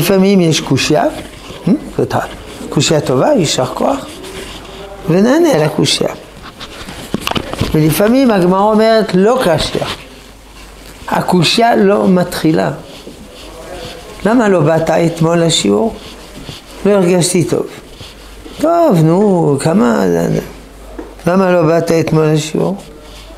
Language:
Hebrew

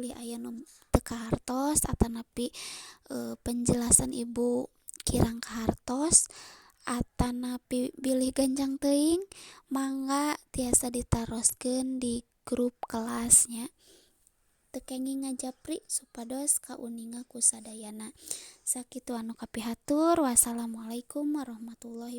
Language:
Sundanese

